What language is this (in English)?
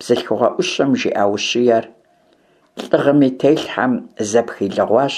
Kabardian